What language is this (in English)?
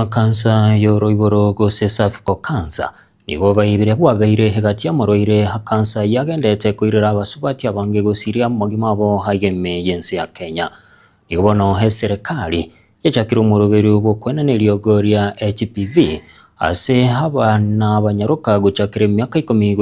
Gusii